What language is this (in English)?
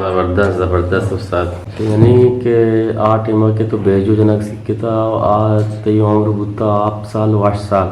Eastern Balochi